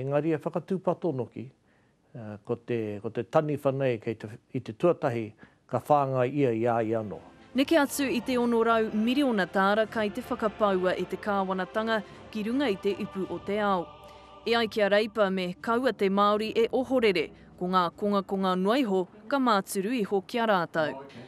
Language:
Māori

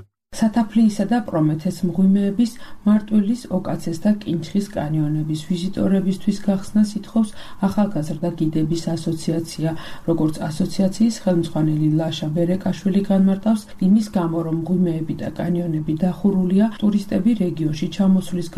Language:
Georgian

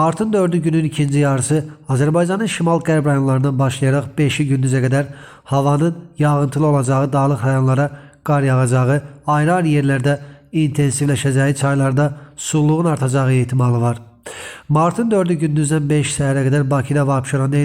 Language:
Azerbaijani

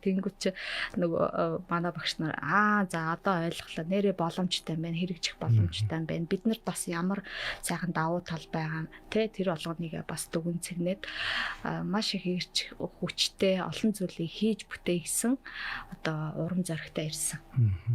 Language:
Mongolian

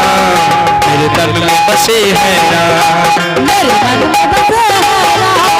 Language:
Angika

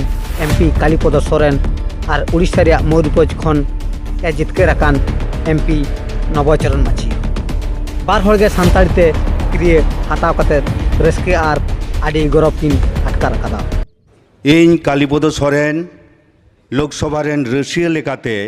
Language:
Santali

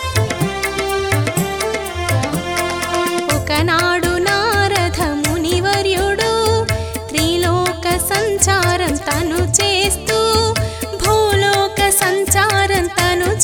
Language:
Telugu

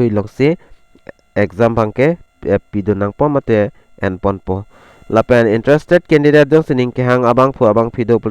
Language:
Karbi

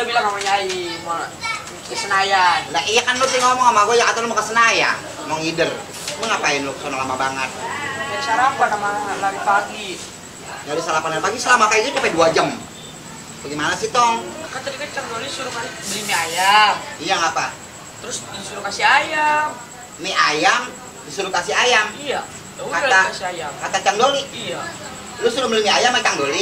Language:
Betawi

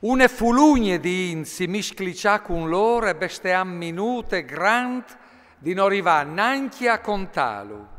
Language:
Friulian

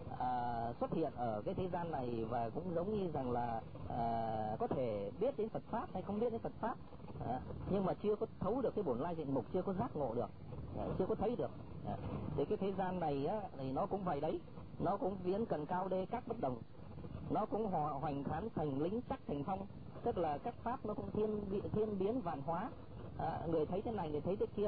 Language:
Vietnamese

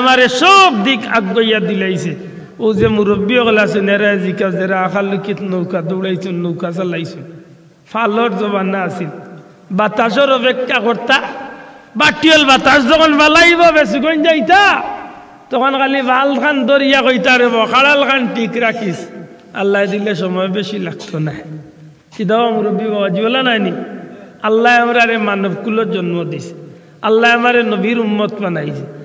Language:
Sylheti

